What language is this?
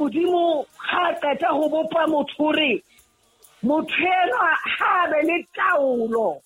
Southern Sotho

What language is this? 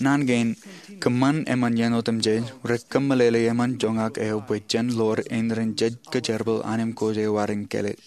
Marshallese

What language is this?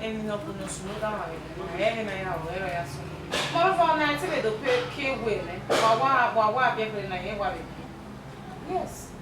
Bini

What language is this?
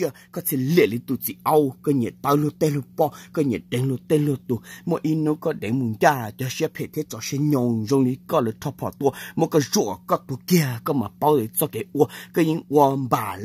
Hmong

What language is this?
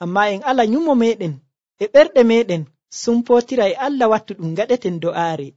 Nigerian Fulfulde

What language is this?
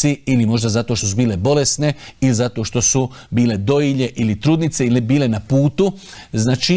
Bosnian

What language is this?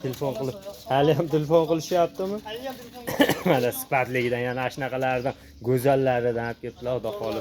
Uzbek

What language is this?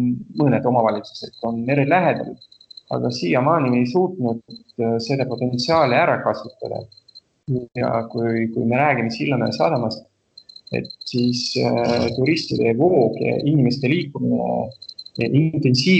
Estonian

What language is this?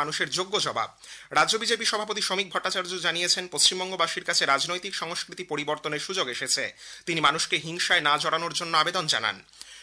Bangla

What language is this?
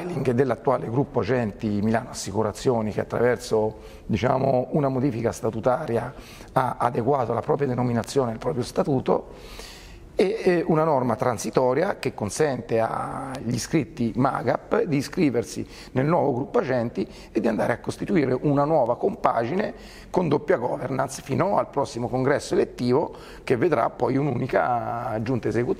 Italian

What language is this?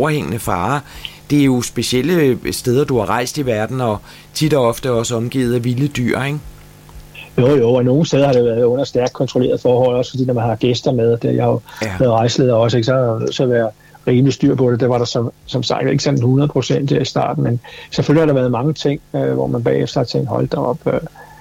Danish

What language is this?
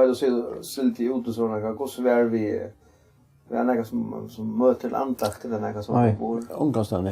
Faroese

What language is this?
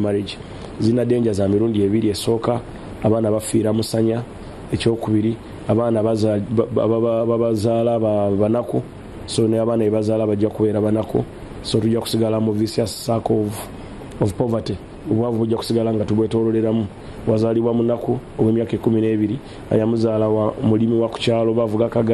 Ganda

